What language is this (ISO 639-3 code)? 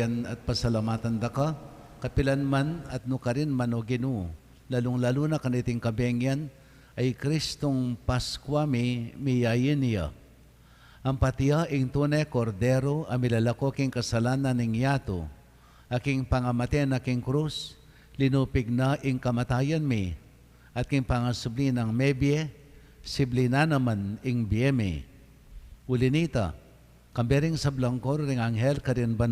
pam